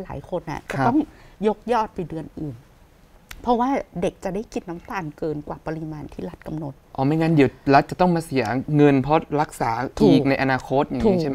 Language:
Thai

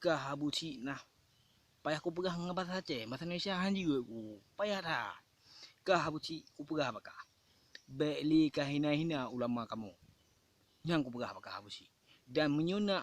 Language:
Achinese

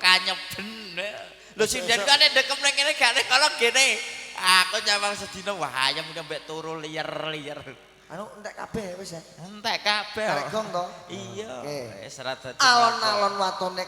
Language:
Javanese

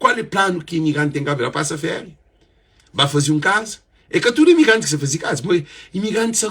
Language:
Kabuverdianu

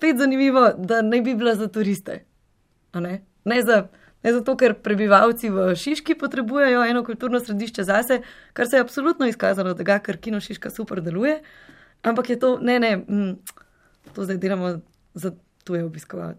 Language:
Slovenian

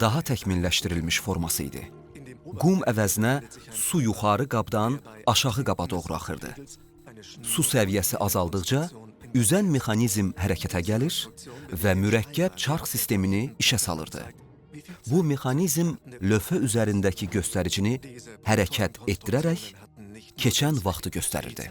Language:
Azerbaijani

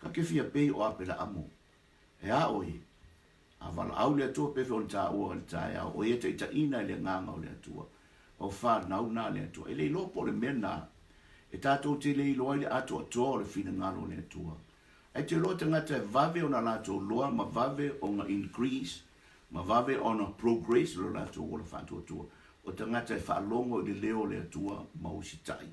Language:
Samoan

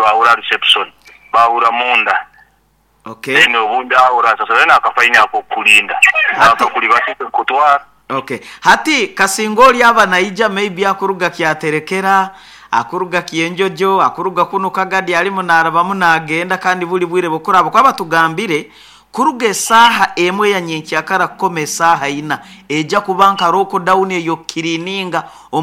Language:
Nyoro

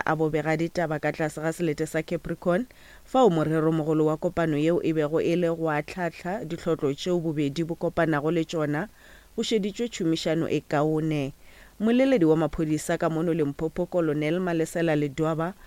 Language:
Northern Sotho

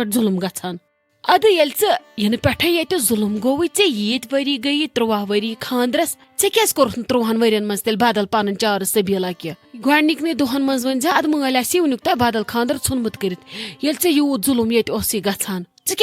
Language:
Kashmiri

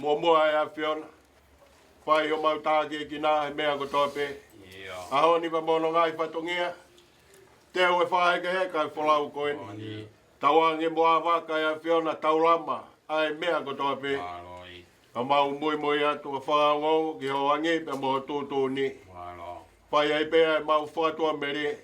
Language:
Tongan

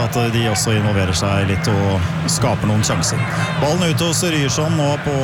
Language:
Norwegian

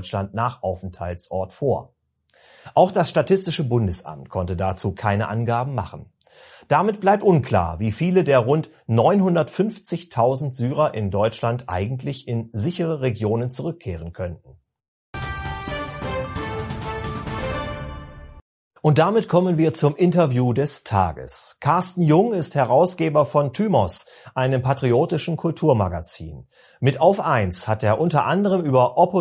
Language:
German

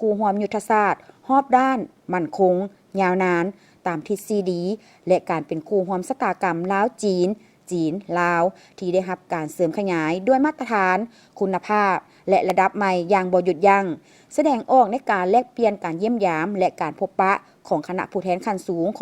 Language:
Lao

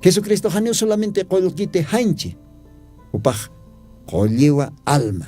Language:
Aymara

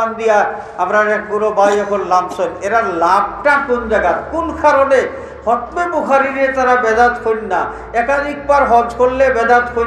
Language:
Sylheti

